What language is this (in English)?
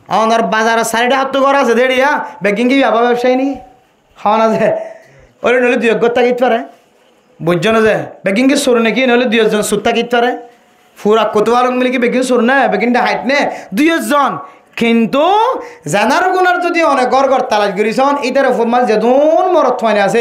Rohingya